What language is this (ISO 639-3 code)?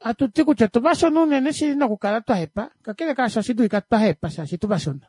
kua